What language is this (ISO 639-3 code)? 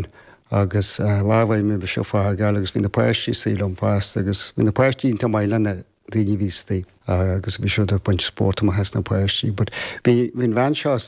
gle